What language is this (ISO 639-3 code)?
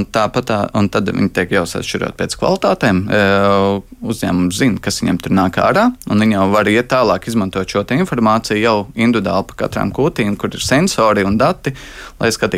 lav